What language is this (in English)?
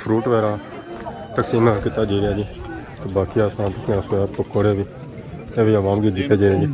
Pahari-Potwari